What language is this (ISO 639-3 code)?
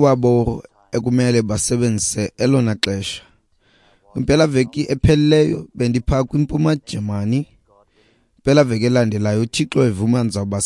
xho